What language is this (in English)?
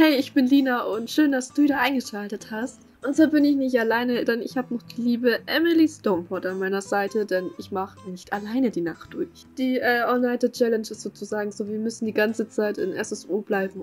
German